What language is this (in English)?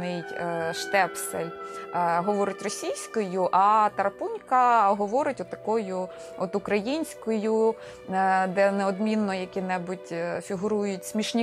Ukrainian